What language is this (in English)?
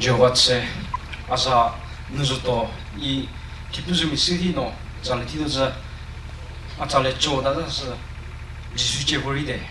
Chokri Naga